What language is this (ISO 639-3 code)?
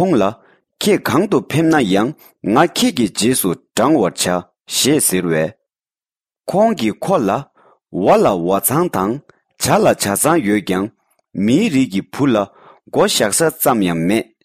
bod